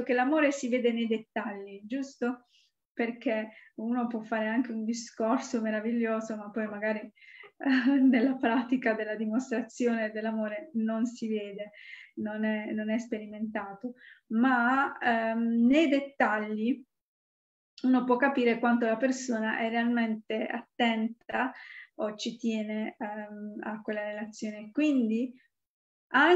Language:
Italian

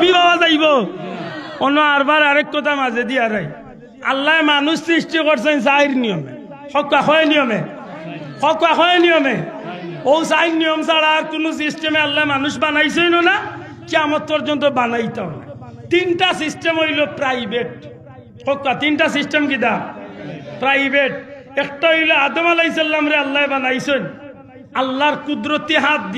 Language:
Sylheti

